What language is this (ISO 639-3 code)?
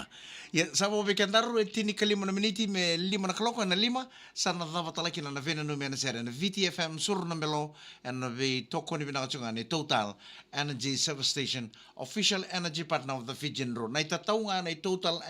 fij